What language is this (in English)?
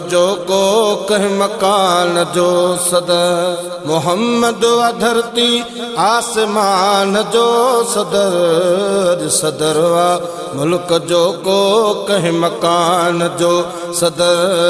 Sindhi